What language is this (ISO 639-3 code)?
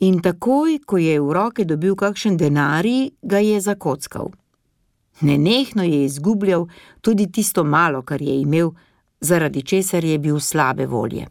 slv